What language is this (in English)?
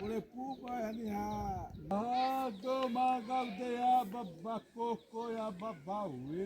Xavánte